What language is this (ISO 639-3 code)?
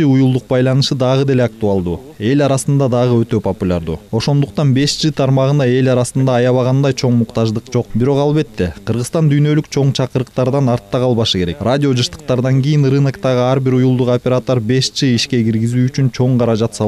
kir